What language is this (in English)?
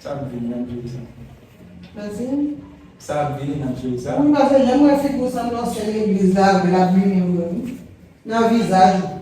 Haitian Creole